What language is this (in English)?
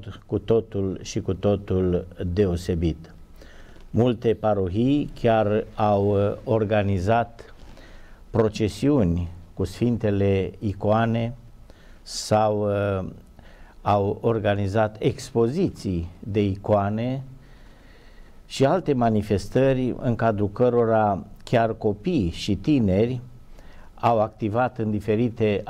Romanian